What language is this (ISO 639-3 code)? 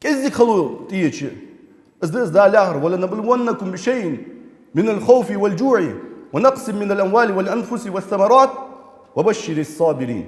inh